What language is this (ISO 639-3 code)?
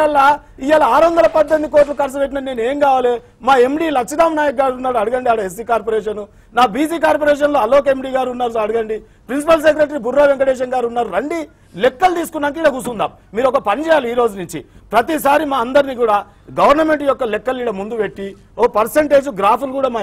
tel